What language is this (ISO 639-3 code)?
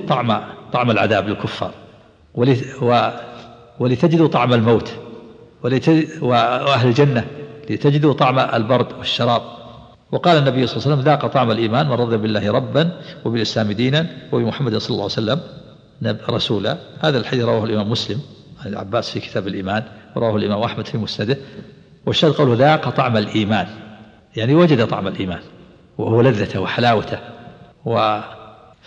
ara